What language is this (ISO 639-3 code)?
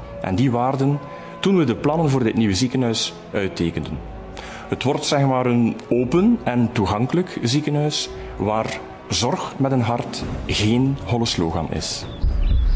nld